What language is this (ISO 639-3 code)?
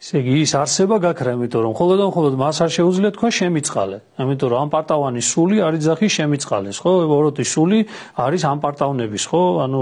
kat